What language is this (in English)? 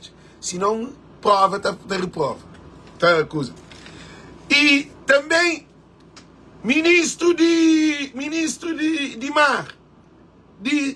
Kabuverdianu